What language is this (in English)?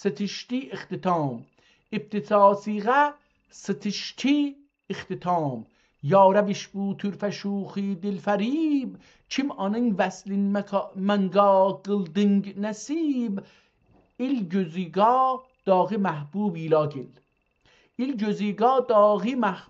South Azerbaijani